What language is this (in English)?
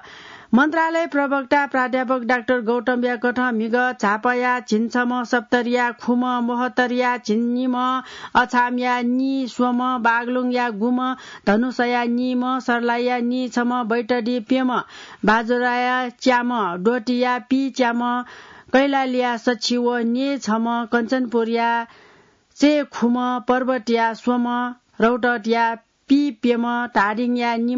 Newari